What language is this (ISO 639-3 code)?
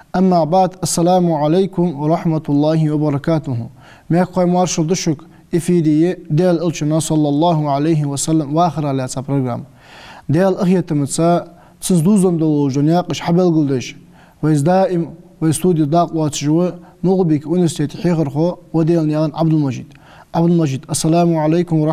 inh